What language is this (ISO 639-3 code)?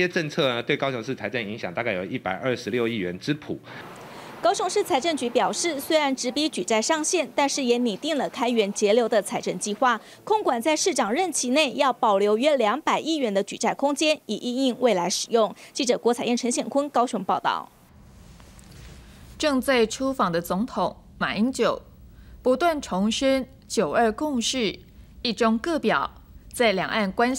zho